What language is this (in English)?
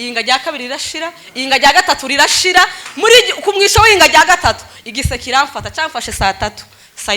Rundi